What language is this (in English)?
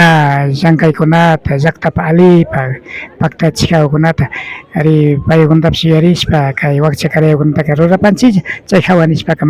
Imbabura Highland Quichua